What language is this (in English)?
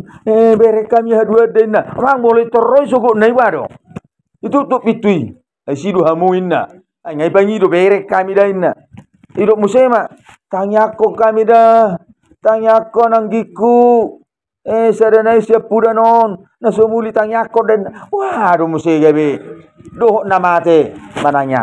Batak Toba